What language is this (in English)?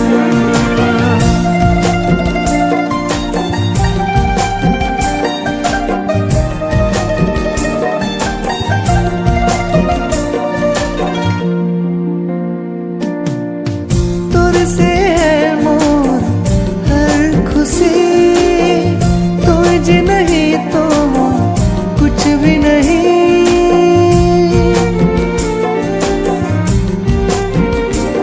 Sadri